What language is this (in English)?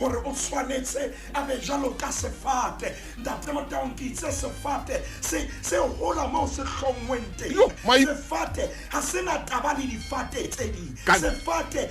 Southern Sotho